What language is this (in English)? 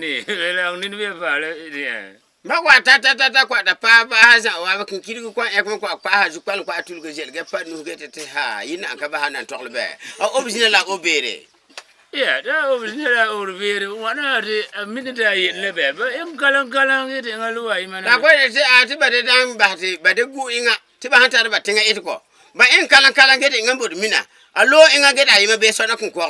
Frafra